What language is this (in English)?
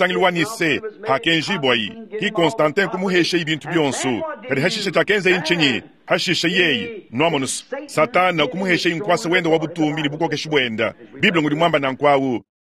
Luba-Lulua